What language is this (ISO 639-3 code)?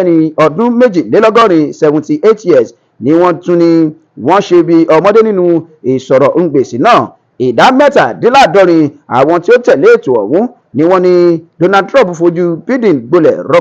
yor